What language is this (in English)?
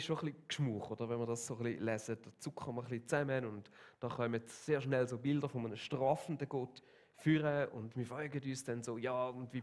Swiss German